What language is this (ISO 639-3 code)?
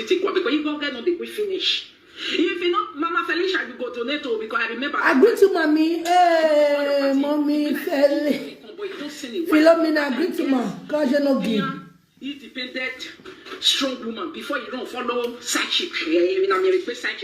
pcm